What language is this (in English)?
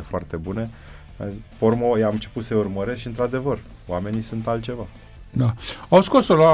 Romanian